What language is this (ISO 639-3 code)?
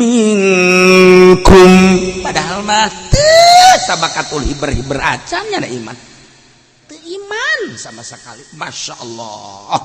sun